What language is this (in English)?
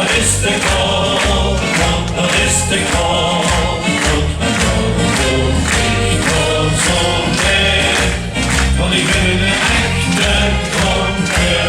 Limburgish